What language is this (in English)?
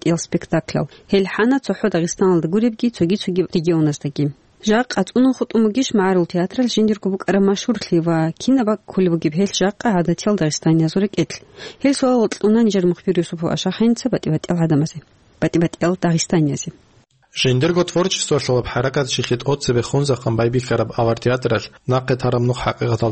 Avaric